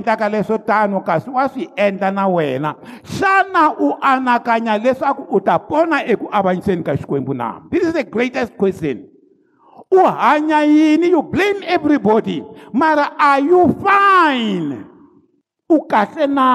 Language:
Tsonga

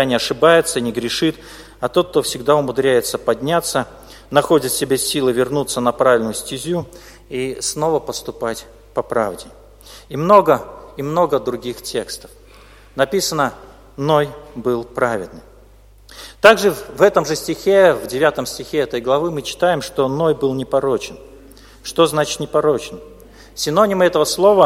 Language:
Russian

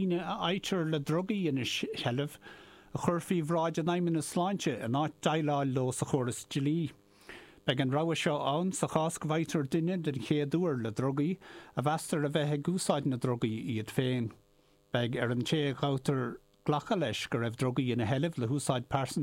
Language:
Irish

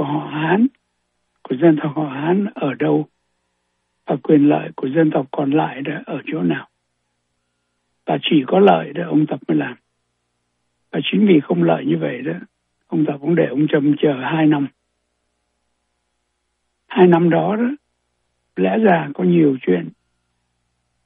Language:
Vietnamese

